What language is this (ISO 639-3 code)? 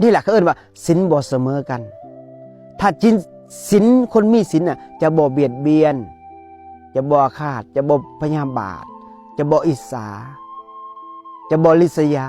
lao